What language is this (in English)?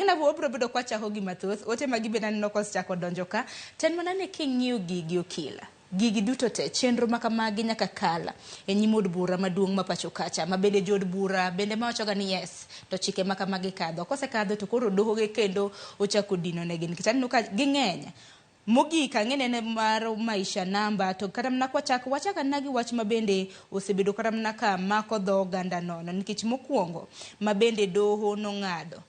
Luo (Kenya and Tanzania)